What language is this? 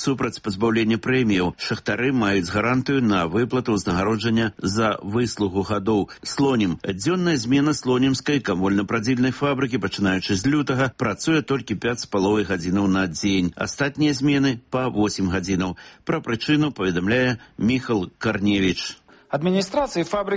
Belarusian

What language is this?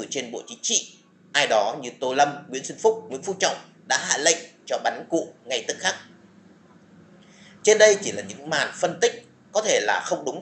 Vietnamese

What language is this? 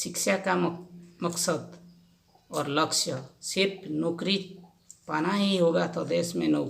Santali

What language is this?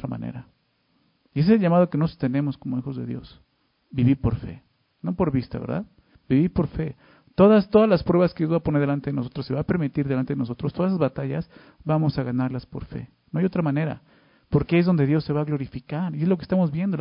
Spanish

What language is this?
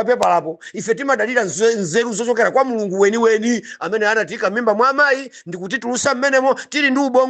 Nyanja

